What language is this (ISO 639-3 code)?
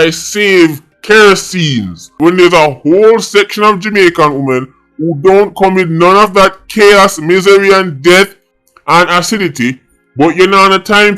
jam